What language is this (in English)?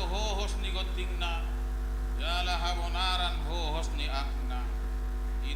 Batak Toba